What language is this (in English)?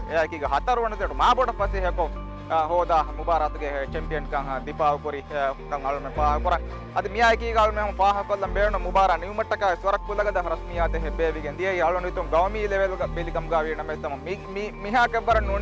Divehi